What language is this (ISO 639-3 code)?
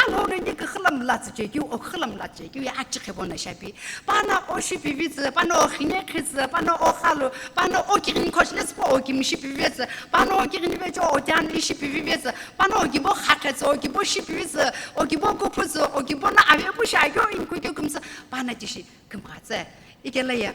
nsm